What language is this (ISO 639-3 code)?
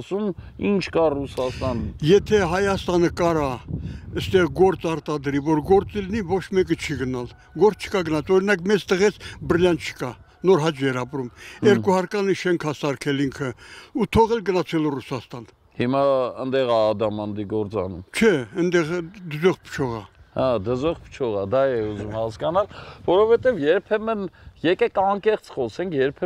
hye